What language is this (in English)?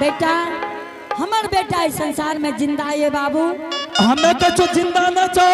Angika